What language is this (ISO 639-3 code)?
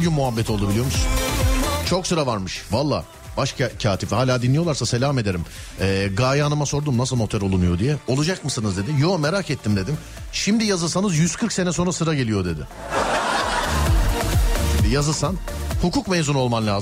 tur